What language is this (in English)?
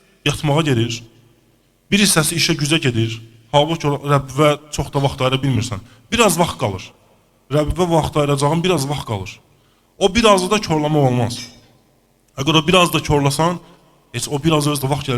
Azerbaijani